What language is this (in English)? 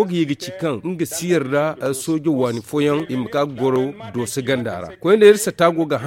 Zarma